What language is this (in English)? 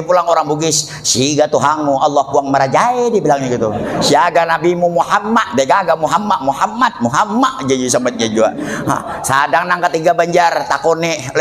Banjar